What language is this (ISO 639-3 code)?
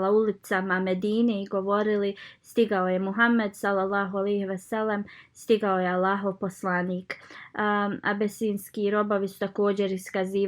bos